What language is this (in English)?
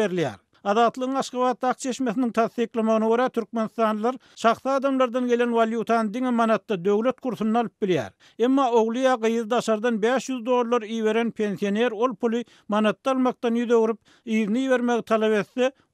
Turkmen